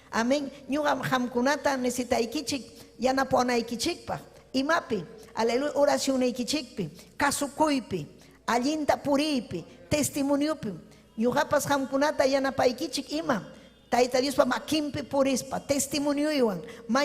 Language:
Ayacucho Quechua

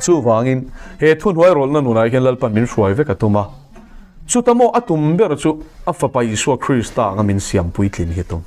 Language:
Mizo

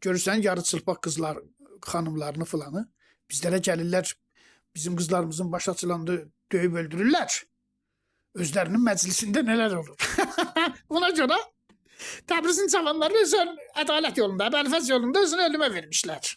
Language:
Azerbaijani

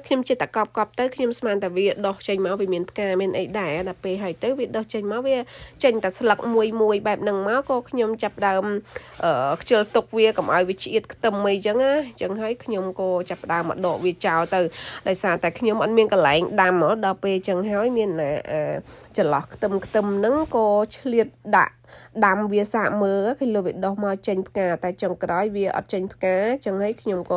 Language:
Khmer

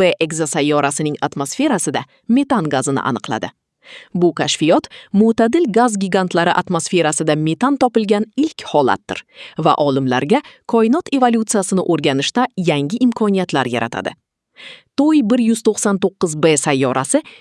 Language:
Uzbek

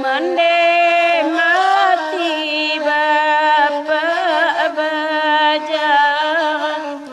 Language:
Minangkabau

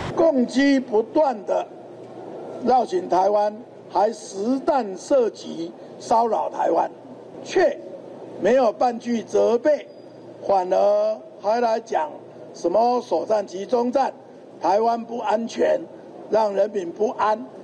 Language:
Chinese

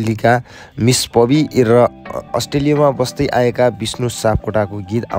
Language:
Nepali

